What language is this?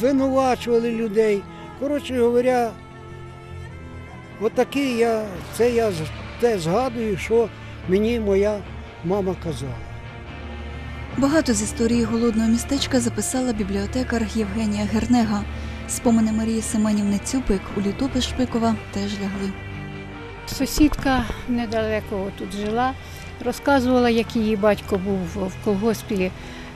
Ukrainian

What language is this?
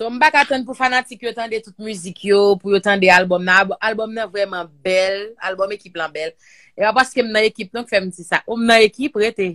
Haitian Creole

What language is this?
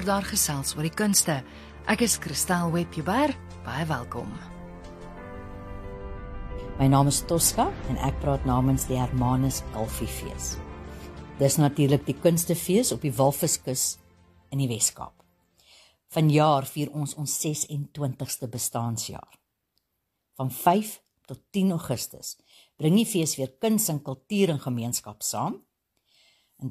Afrikaans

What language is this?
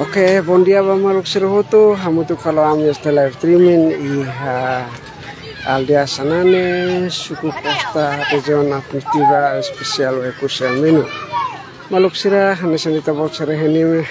Tetum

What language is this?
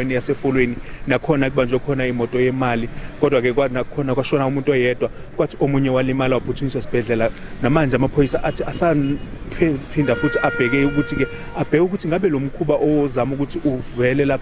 Zulu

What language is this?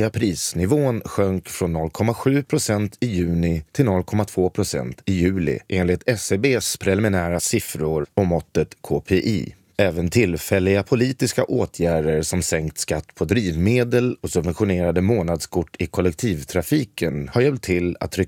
Swedish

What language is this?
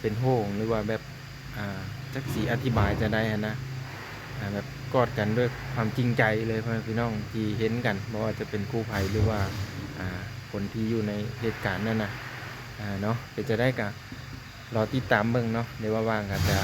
Lao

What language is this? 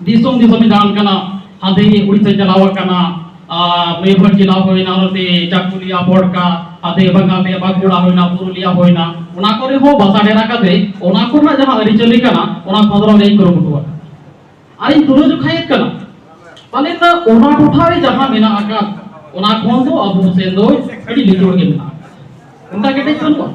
Santali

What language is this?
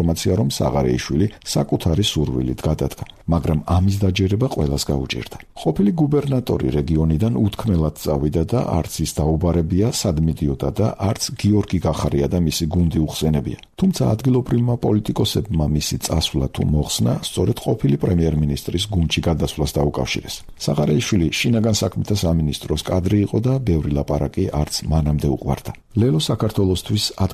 Georgian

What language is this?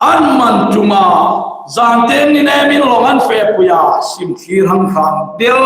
Hmar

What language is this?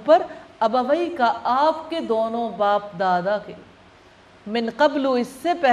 Urdu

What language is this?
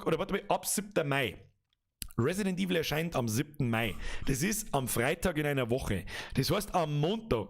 Bavarian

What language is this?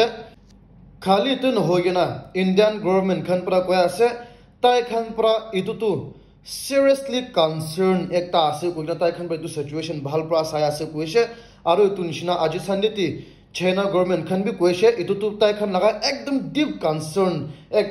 Naga Pidgin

